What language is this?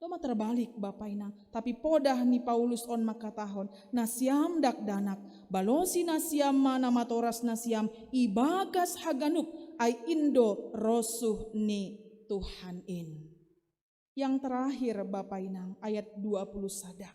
Batak Simalungun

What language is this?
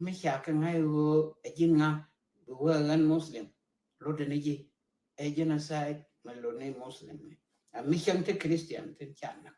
Nuer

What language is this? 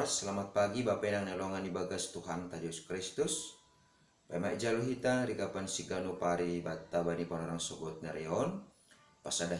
Batak Simalungun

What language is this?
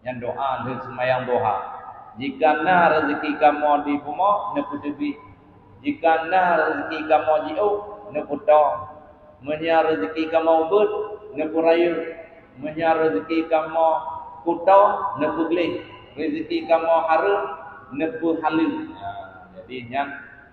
Achinese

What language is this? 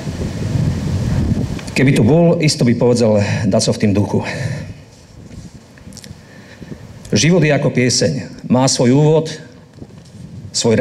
Slovak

